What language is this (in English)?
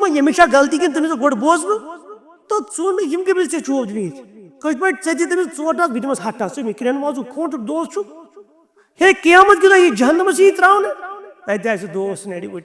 Kashmiri